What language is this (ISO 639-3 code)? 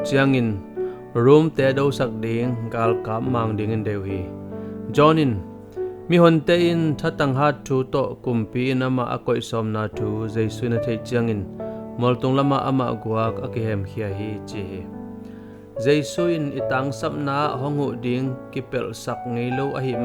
ctd